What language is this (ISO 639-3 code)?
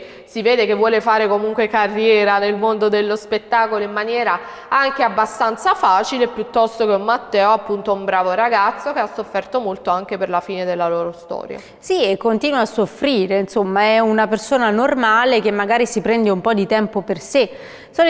ita